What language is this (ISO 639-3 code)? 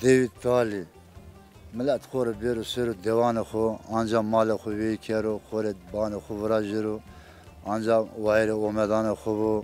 zza